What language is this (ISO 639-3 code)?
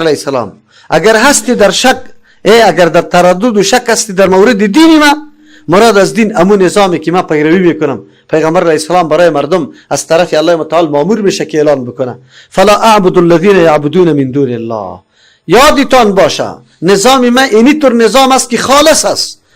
fas